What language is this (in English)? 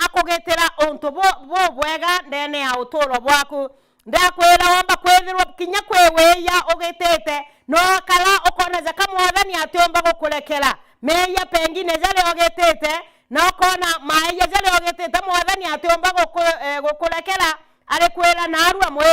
Meru